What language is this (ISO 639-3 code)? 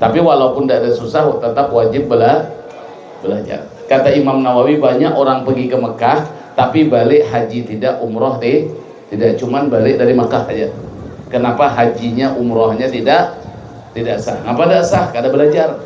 bjn